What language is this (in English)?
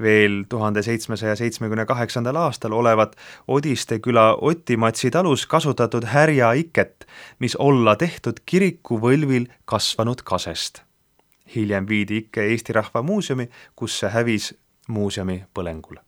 Estonian